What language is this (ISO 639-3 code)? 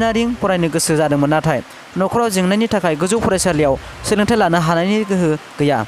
brx